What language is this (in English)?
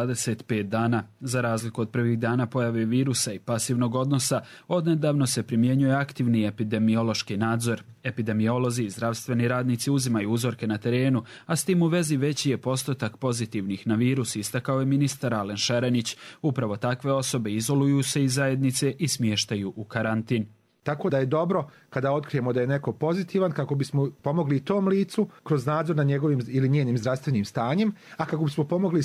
Bosnian